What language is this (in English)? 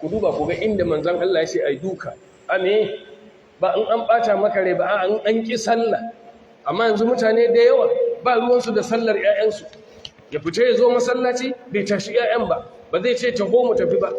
Hausa